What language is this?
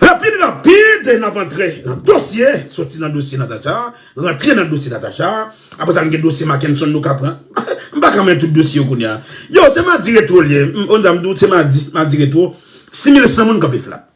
Haitian Creole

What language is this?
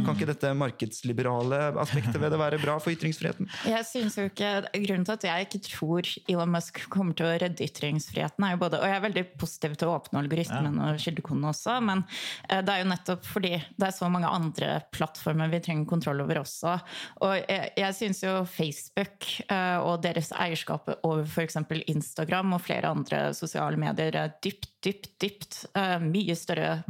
Norwegian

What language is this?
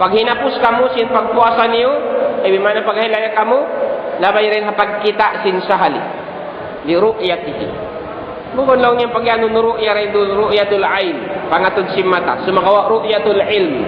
Tausug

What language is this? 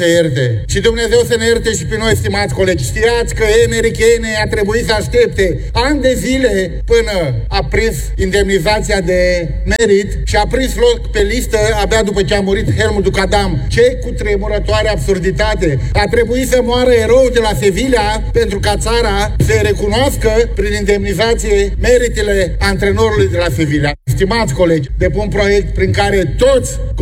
Romanian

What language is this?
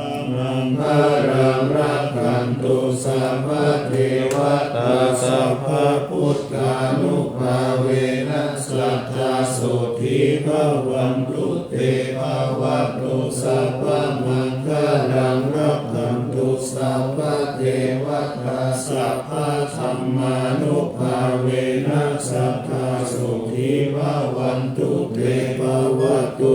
Pali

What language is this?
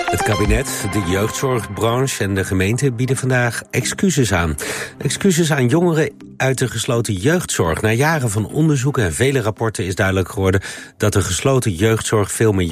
Dutch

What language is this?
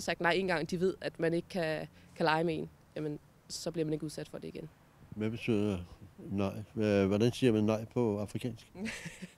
Danish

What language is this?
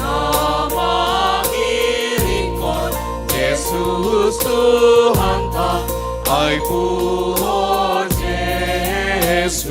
Batak Simalungun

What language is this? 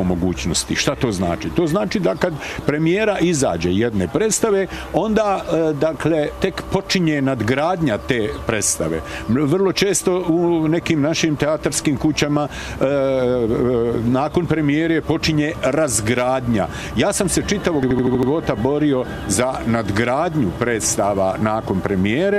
Bosnian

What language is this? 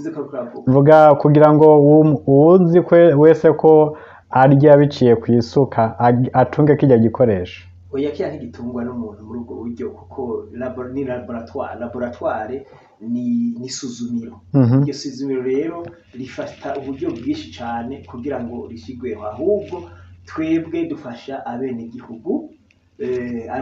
Rundi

